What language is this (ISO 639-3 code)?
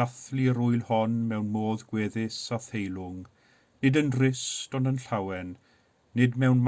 cym